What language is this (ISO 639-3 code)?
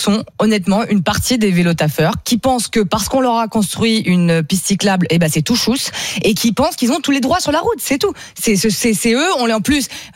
fra